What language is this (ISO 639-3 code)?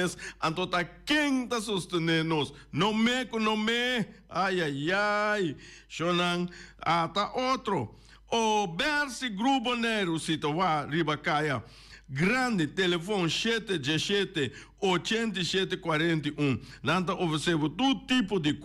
pap